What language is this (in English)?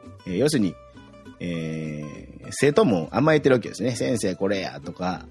Japanese